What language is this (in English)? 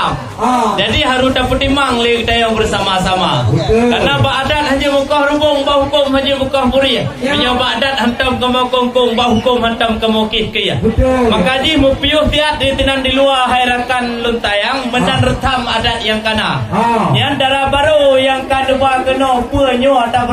Achinese